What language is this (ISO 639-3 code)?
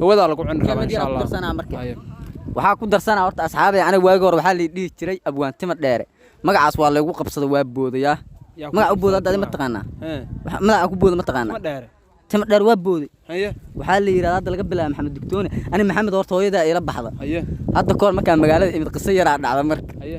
som